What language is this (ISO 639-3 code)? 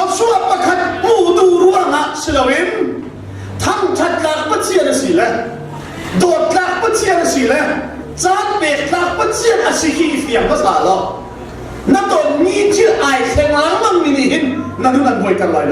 cnh